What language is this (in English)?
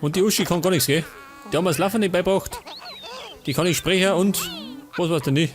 Bavarian